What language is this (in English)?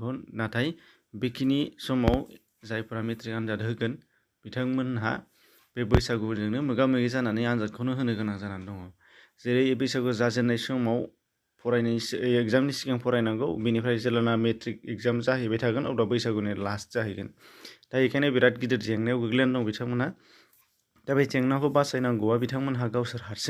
Bodo